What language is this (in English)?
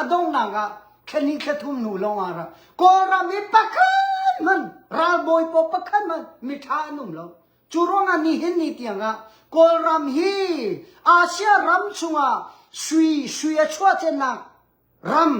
Hakha Chin